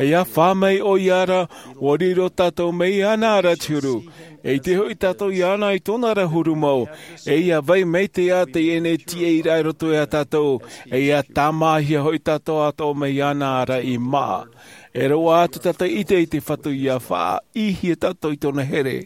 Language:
Tahitian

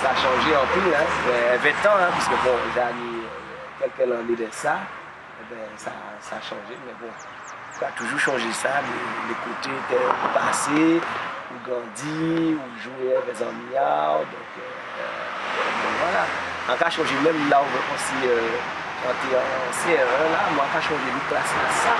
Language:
Guadeloupean Creole French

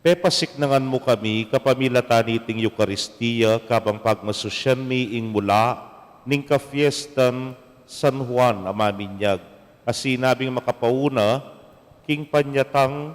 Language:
Pampanga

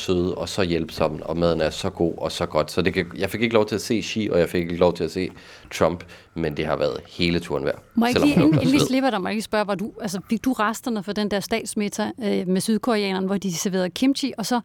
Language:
Danish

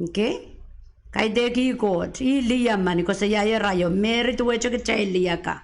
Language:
Pohnpeian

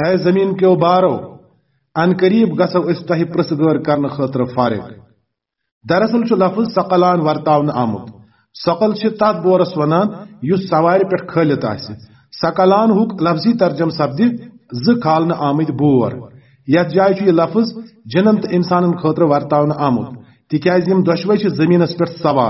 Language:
Kashmiri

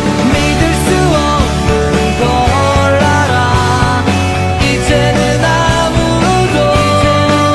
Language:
Korean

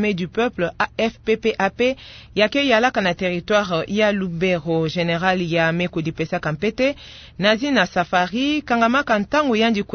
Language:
Kituba (Democratic Republic of Congo)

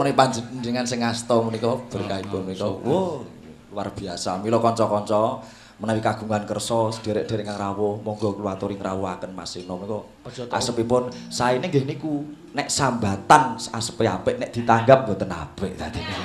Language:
Javanese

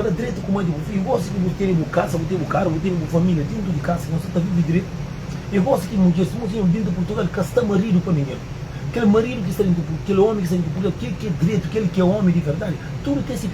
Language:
Kabuverdianu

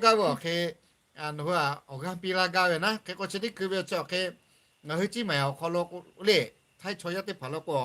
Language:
Lahu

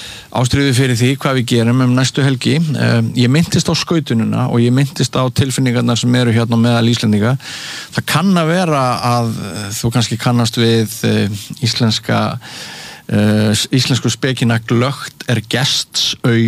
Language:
Icelandic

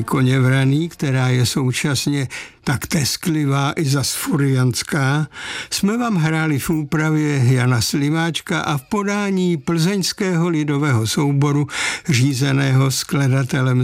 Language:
Czech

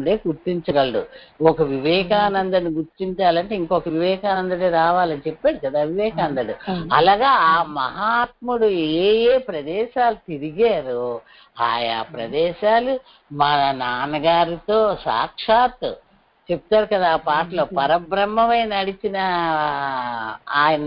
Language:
Telugu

